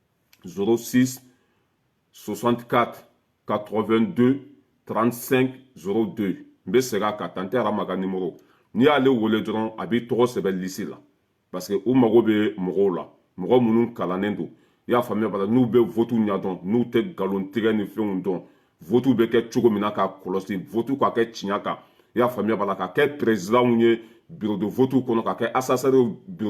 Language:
Bambara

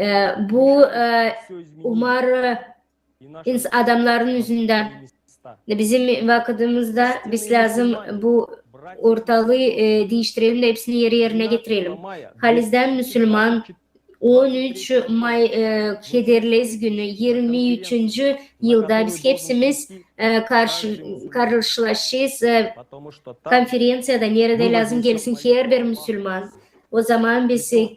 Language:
Gagauz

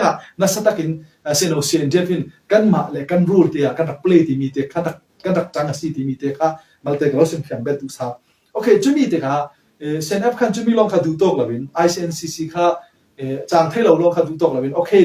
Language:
Falam Chin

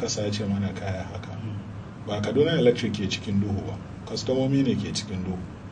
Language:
Hausa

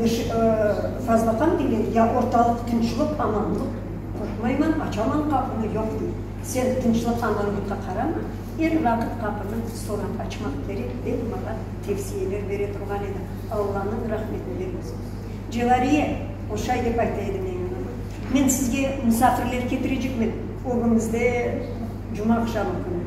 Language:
Crimean Tatar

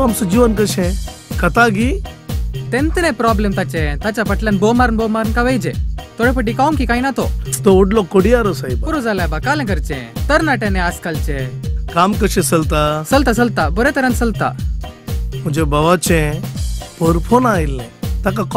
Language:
Konkani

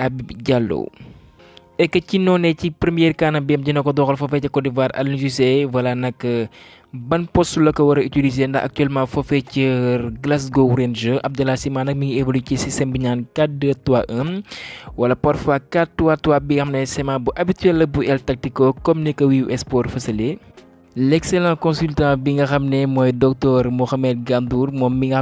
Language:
Wolof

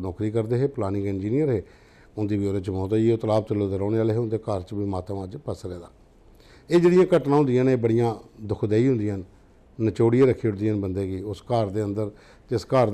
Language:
Dogri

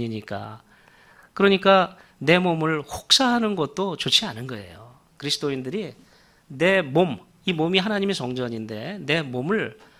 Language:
Korean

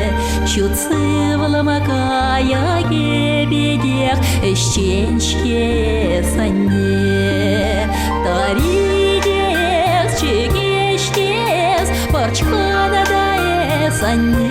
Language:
Chuvash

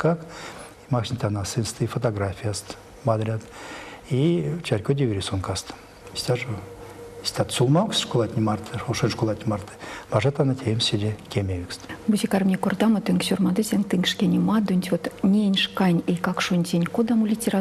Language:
Erzya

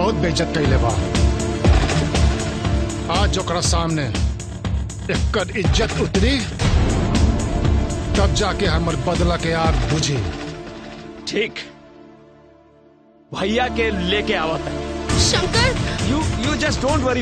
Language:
Bhojpuri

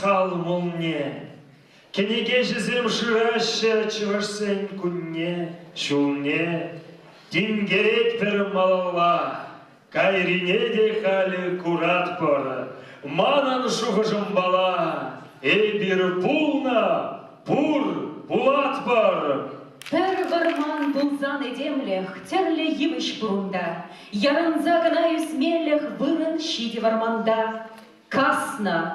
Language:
Chuvash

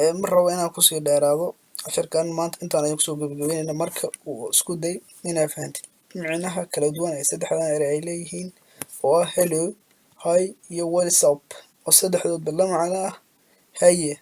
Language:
Somali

